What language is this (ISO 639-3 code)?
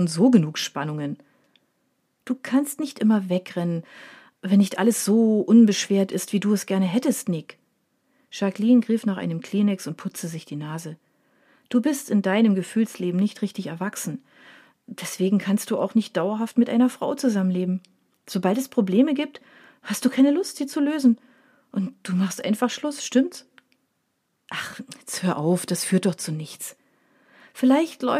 deu